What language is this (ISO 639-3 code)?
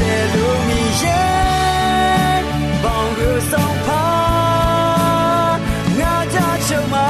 ahk